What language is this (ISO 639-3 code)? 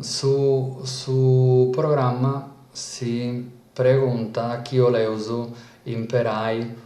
srd